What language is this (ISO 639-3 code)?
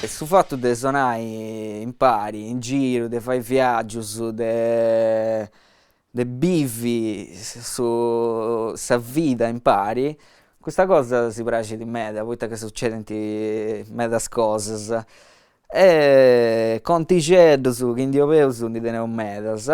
srd